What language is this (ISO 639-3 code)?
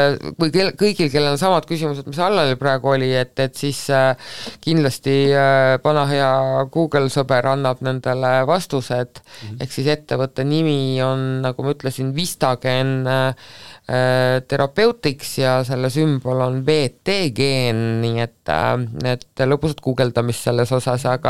est